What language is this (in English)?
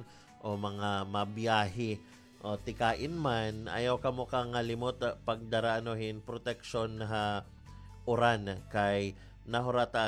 Waray